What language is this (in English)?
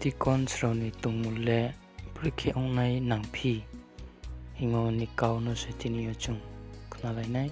Riang (India)